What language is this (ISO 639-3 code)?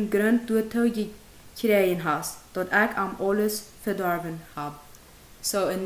pdt